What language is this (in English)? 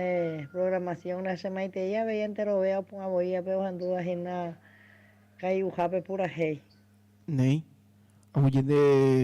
Guarani